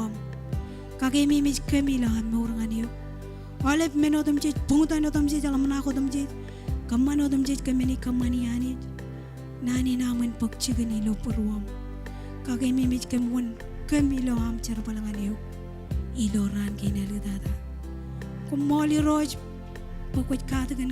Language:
Marshallese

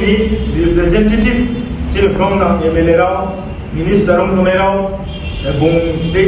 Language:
Riang (India)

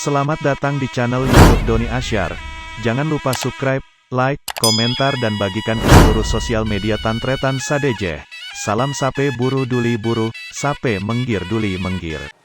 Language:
Madurese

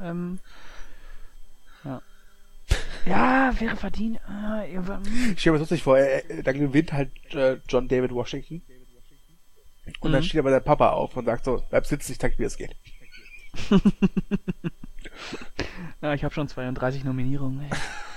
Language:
German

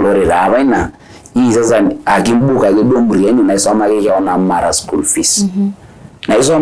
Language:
Masai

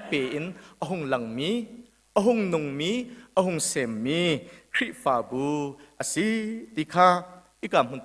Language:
Hakha Chin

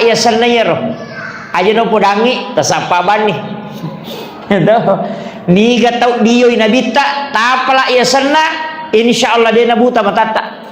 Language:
Buginese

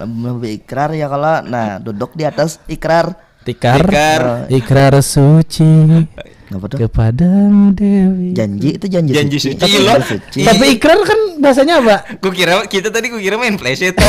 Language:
Banjar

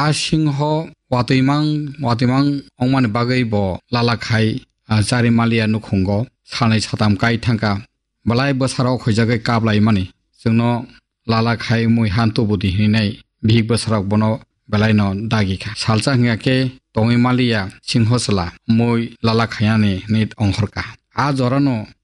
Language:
Kok Borok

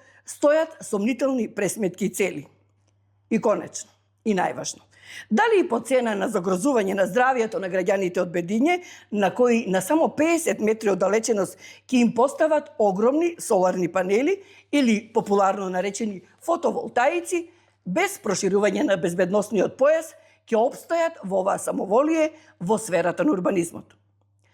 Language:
Macedonian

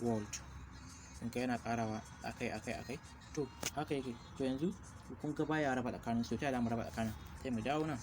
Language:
Hausa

